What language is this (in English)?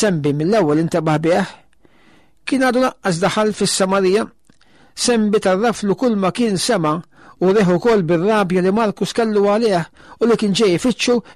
Maltese